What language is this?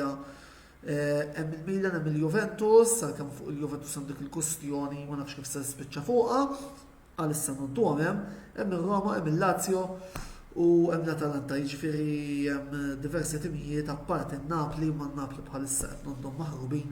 Maltese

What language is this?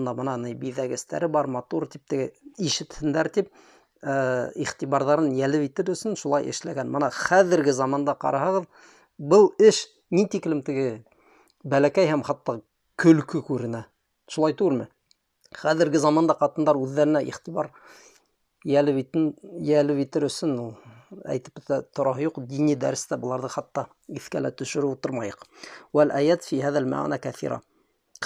Bashkir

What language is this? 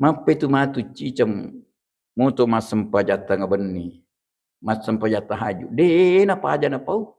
Buginese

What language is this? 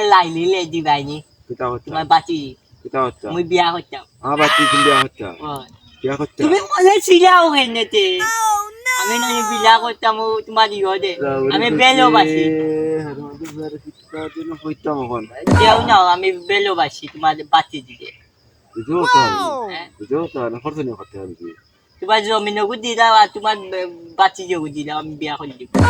Sylheti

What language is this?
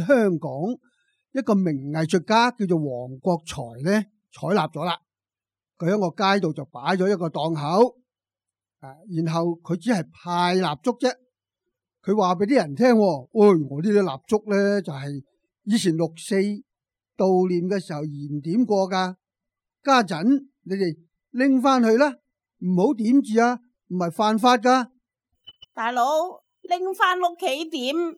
Cantonese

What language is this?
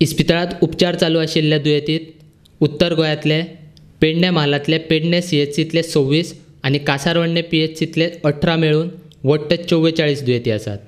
Konkani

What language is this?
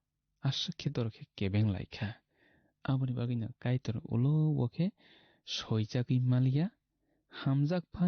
Kok Borok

